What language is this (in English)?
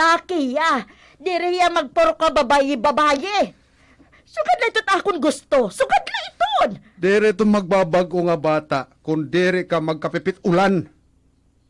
Waray